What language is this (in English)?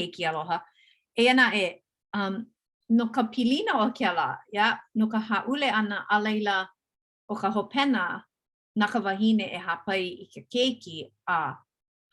Hawaiian